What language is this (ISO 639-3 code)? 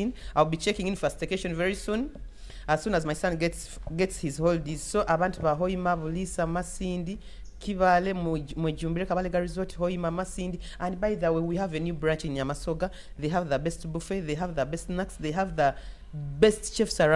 nyo